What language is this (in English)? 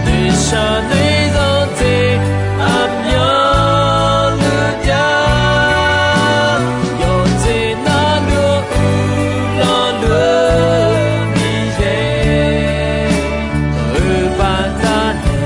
Akha